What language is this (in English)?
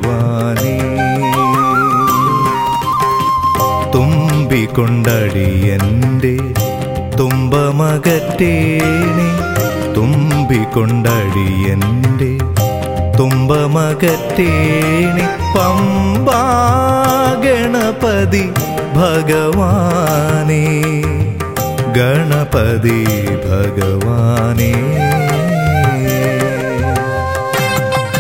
Malayalam